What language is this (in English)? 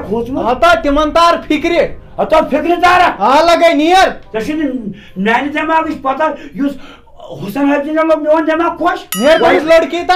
Kashmiri